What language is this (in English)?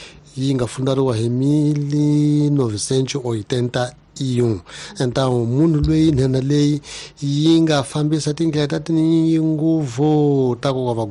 Tsonga